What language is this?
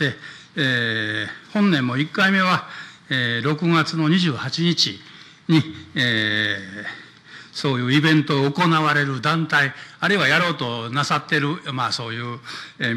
Japanese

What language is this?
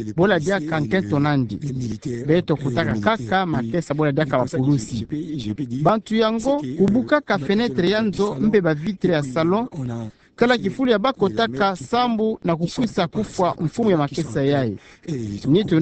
Kituba (Democratic Republic of Congo)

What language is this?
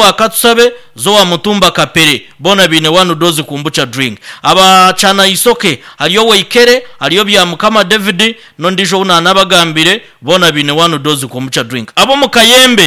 Nyankole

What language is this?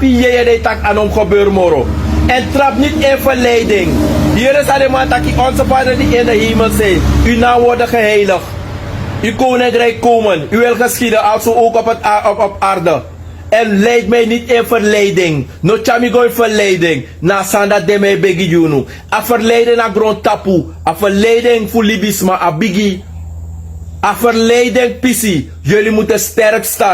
Sranan Tongo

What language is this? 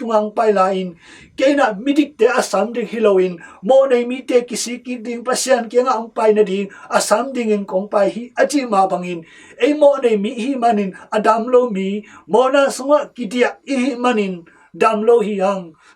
Tedim Chin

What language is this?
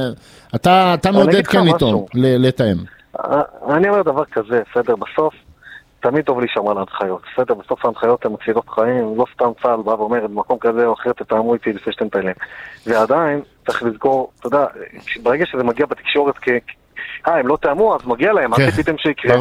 Hebrew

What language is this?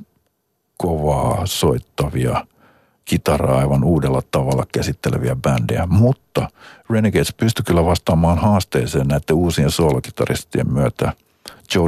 Finnish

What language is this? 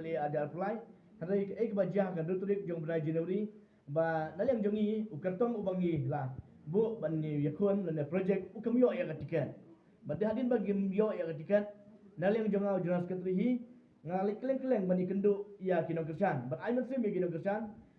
Khasi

